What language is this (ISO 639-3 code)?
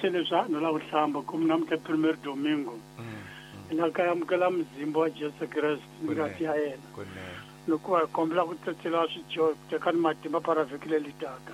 tso